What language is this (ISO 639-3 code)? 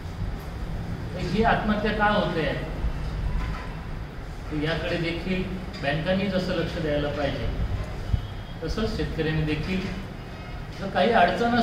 mar